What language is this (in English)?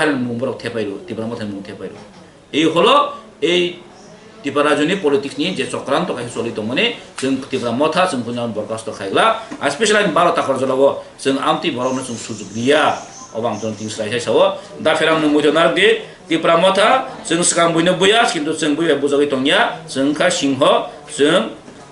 Kok Borok